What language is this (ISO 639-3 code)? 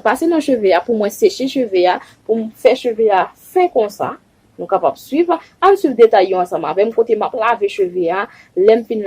hat